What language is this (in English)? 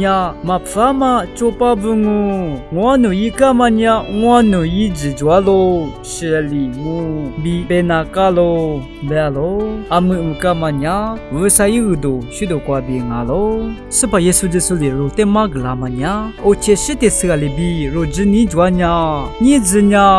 Lisu